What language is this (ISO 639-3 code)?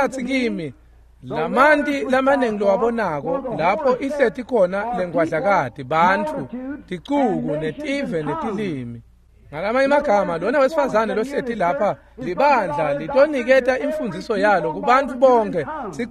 ssw